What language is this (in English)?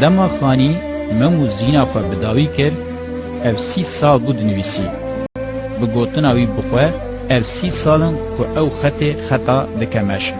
Kurdish